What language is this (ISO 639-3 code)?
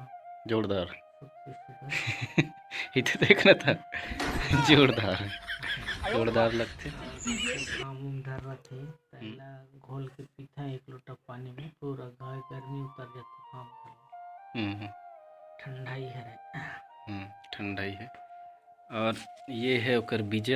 hne